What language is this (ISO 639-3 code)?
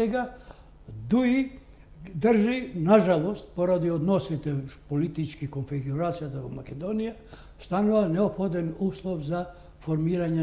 mkd